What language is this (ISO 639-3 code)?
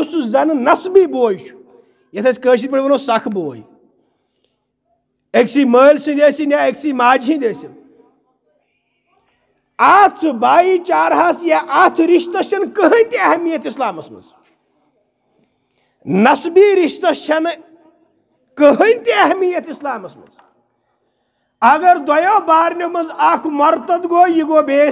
kas